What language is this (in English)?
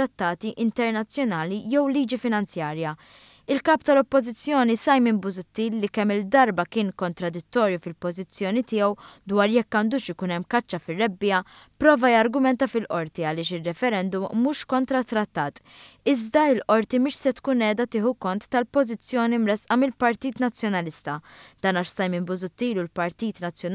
Maltese